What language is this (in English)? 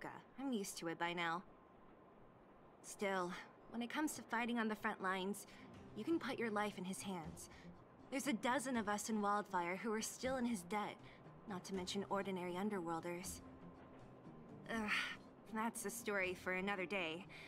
English